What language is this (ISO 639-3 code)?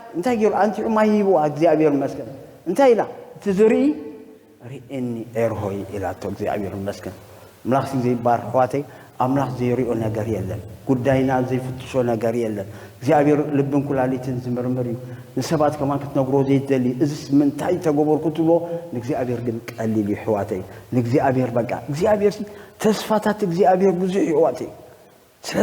tir